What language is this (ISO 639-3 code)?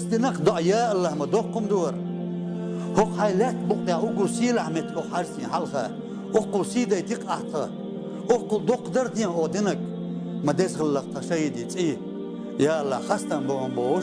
che